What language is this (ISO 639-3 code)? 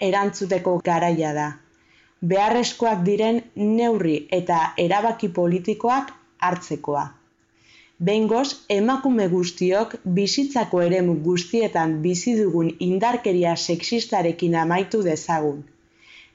eus